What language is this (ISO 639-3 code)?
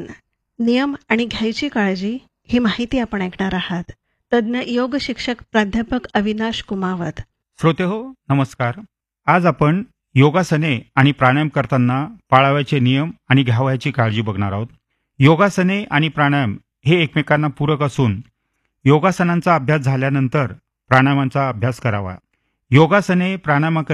mar